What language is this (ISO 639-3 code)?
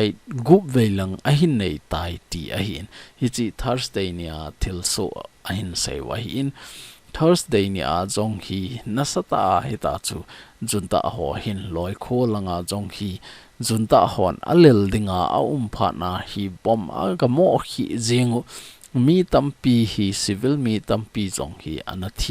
tcz